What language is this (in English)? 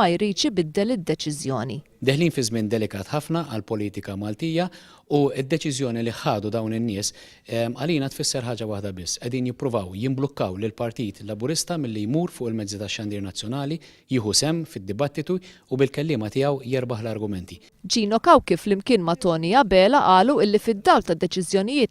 Maltese